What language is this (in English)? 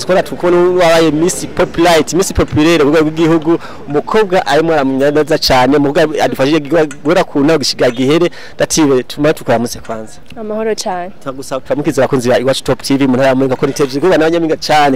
Rundi